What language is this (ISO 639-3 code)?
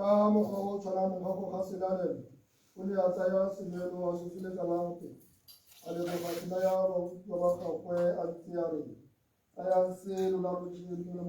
tsn